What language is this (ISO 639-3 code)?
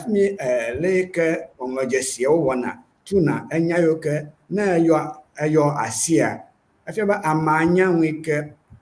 ewe